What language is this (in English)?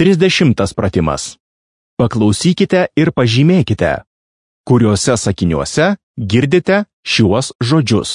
Lithuanian